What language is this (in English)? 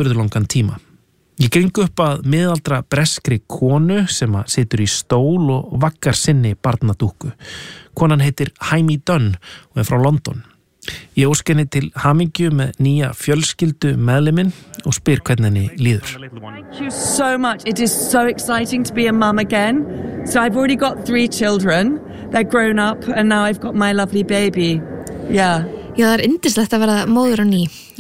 Icelandic